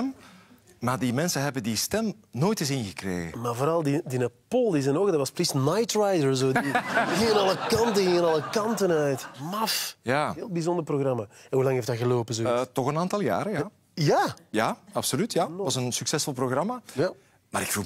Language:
Dutch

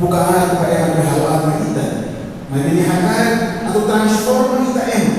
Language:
Tetum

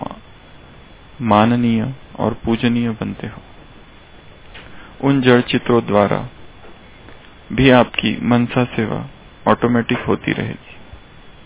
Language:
Hindi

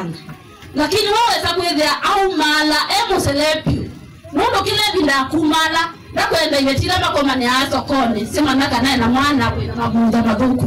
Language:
Kamba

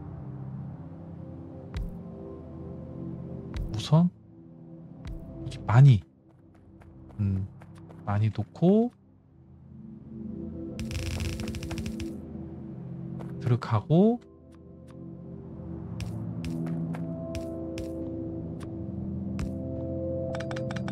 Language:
Korean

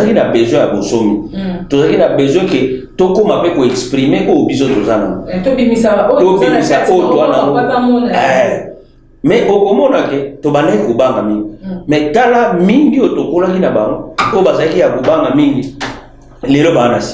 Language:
Lingala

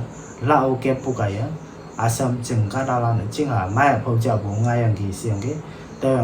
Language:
Konyak Naga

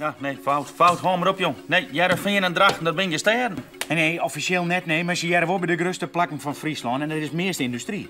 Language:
Western Frisian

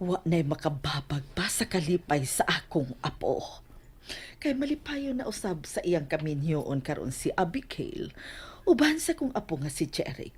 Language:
Cebuano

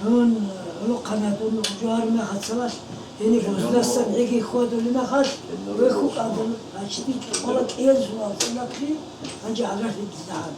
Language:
Avaric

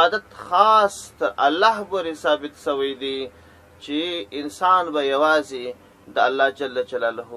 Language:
Pashto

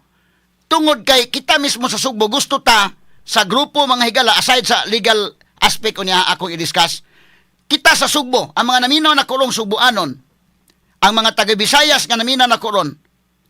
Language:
Cebuano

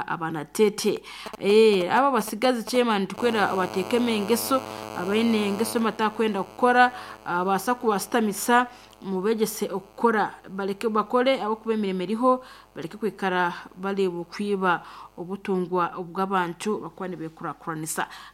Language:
Nyoro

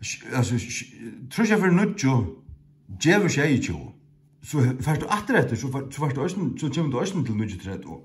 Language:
Faroese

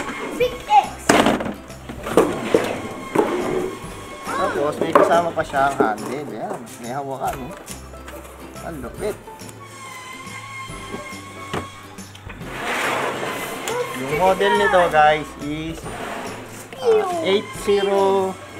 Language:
Filipino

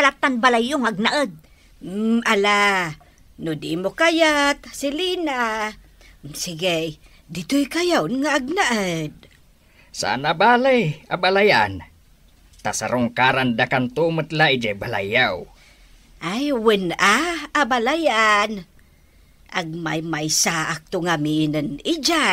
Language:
Iloko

